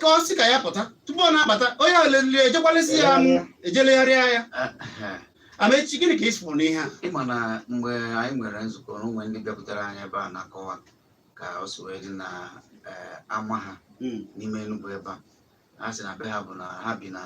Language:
Igbo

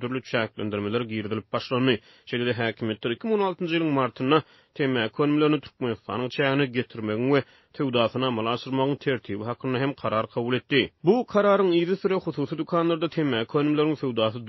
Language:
Turkmen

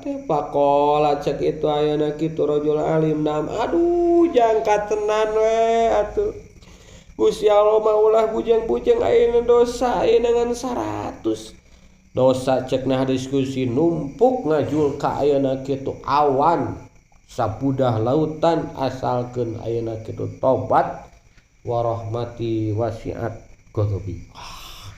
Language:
Sundanese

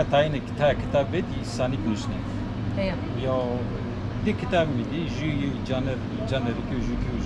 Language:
Zaza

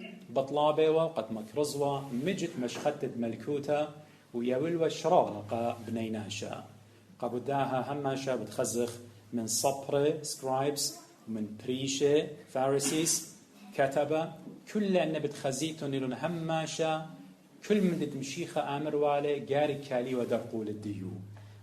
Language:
Assyrian Neo-Aramaic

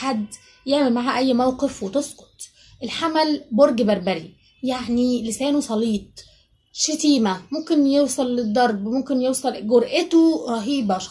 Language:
Egyptian Arabic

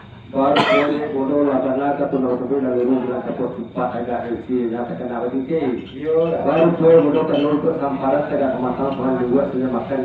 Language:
Minangkabau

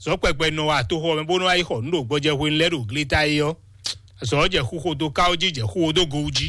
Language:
Fon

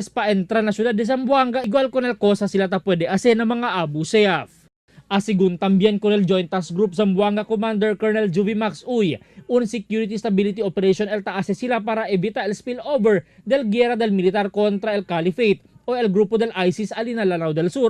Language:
Chavacano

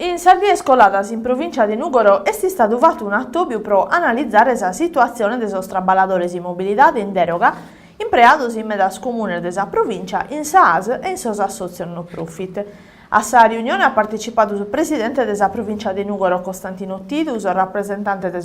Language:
Sardinian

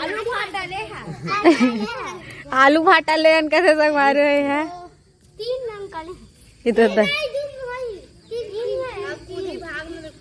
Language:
Chhattisgarhi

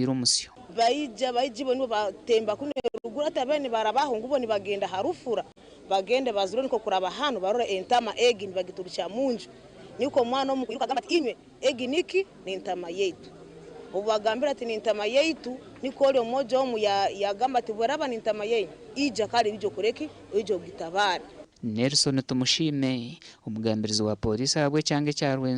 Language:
Nyankole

